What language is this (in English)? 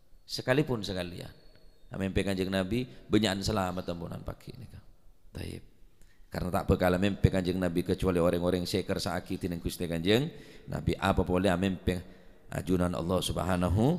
Madurese